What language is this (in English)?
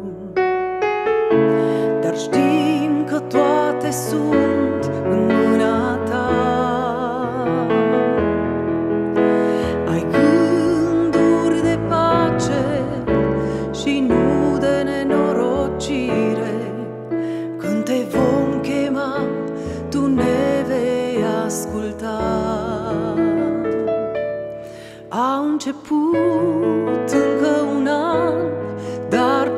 Romanian